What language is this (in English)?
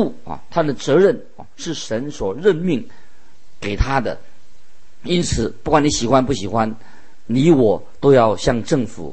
Chinese